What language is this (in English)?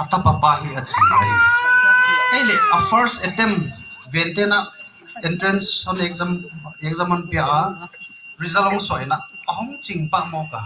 Paite Chin